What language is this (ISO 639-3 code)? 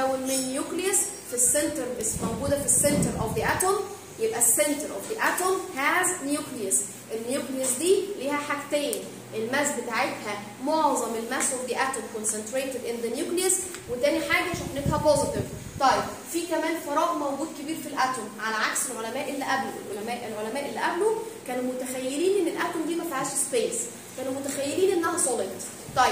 arz